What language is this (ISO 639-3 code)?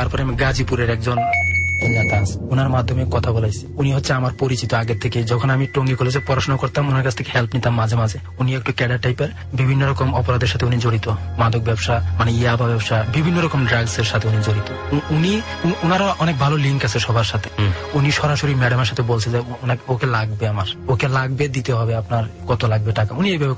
ben